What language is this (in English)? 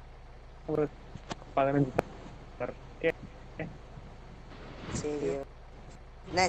Tamil